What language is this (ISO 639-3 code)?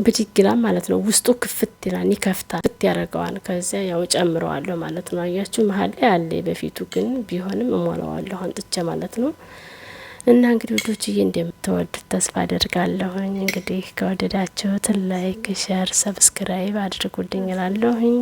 amh